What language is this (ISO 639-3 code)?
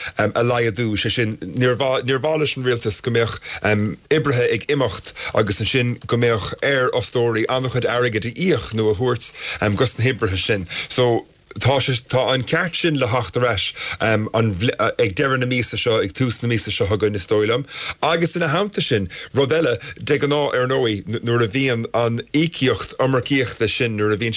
gle